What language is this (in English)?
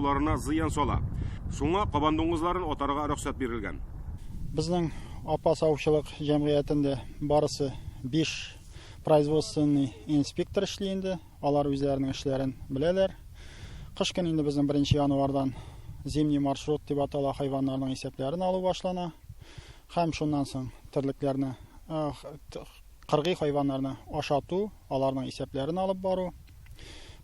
Tatar